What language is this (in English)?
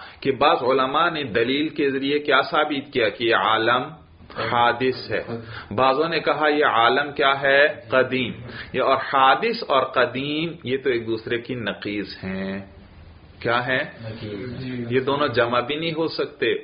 Urdu